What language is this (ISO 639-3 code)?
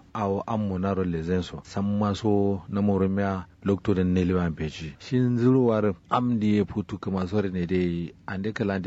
kau